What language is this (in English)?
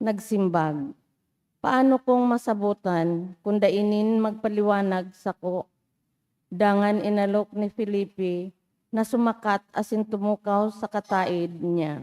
Bikol